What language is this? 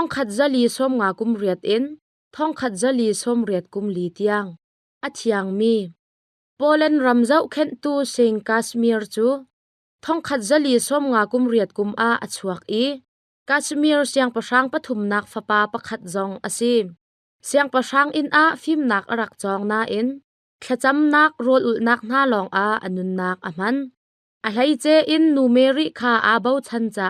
Hakha Chin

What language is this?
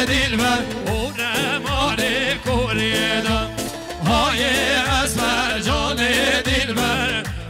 Kurdish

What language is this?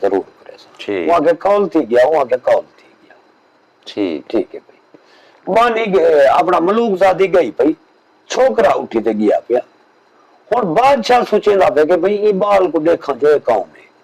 Saraiki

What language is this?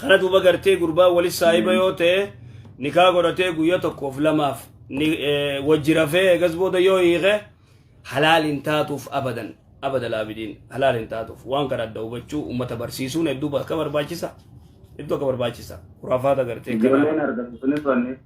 Oromo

